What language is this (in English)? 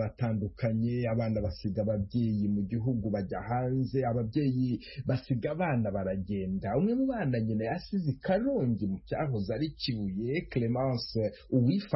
Kinyarwanda